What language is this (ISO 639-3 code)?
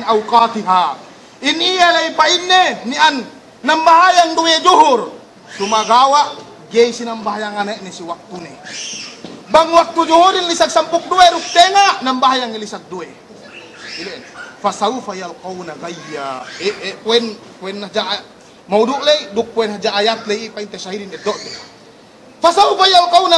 yka